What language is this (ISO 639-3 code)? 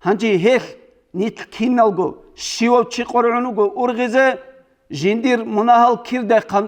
ava